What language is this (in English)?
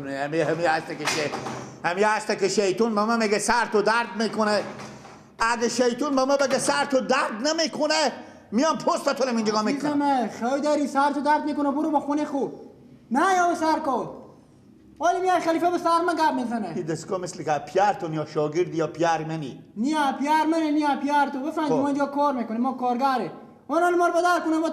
Persian